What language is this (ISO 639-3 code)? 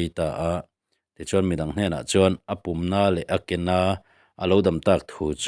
lus